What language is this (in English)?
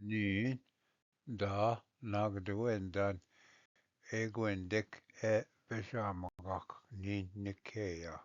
Ojibwa